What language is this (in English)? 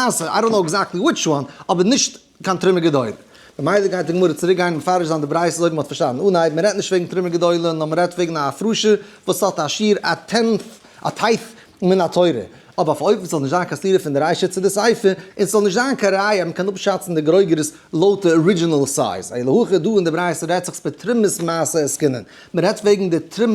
Yiddish